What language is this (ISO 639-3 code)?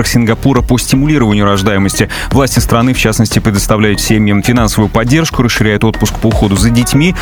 rus